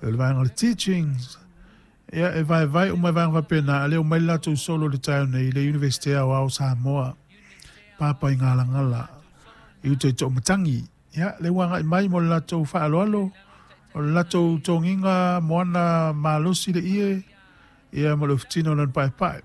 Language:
Samoan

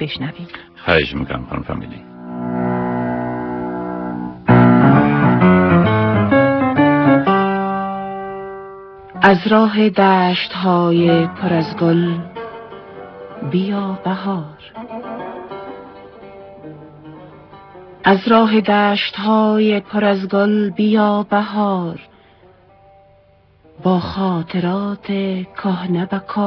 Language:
Persian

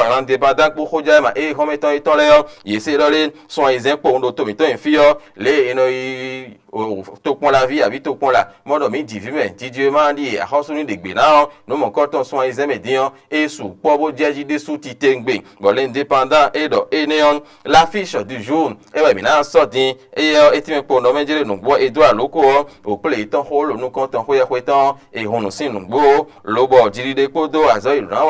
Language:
Fon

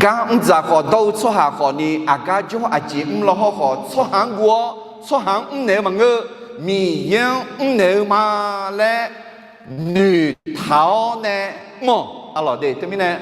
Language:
Akha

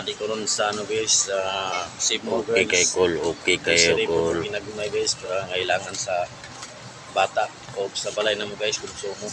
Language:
Cebuano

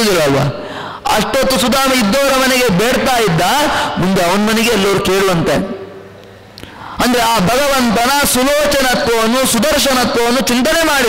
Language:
Kannada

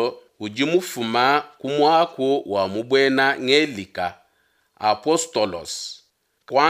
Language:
Luba-Lulua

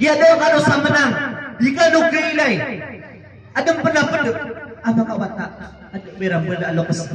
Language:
Maranao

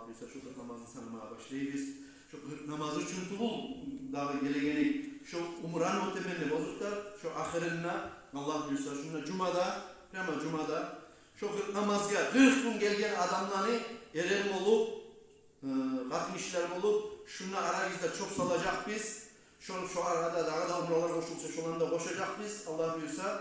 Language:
Kumyk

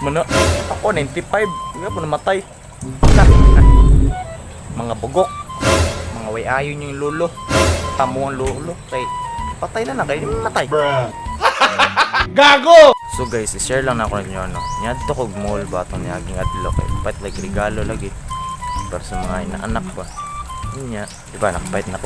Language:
Cebuano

